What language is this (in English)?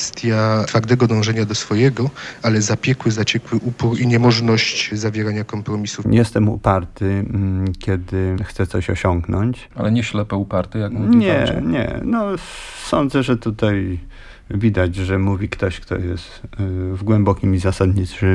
Polish